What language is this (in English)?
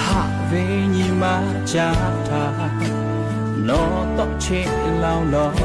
Lahu